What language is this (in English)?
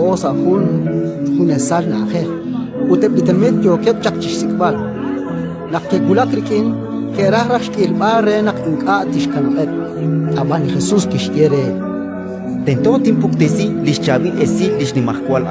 Kekchí